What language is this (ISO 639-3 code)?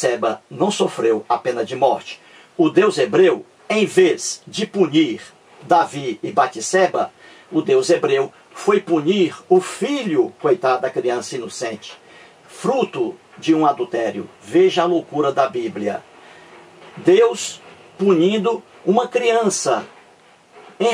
por